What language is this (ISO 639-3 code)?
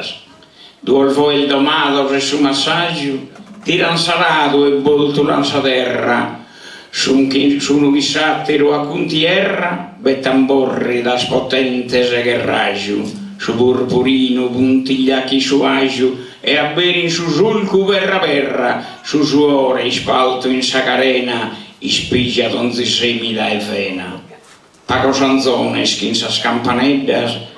srd